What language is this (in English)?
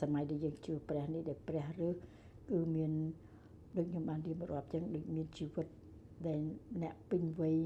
Khmer